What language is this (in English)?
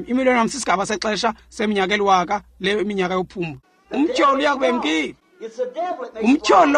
Xhosa